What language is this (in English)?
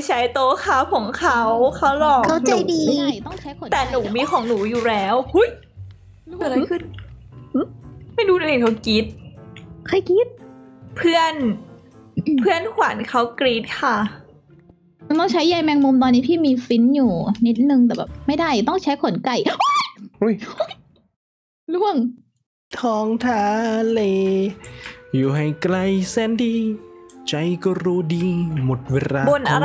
Thai